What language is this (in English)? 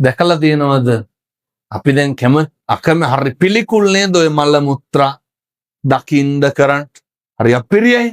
Sinhala